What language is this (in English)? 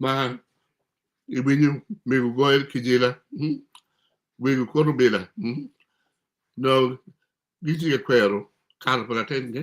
Acoli